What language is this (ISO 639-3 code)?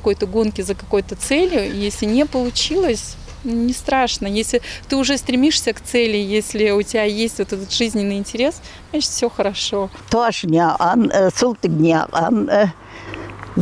inh